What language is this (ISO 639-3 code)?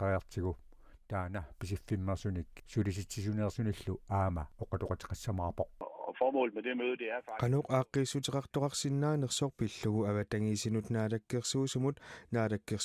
kal